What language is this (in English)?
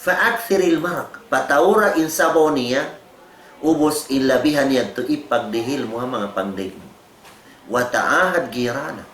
Tausug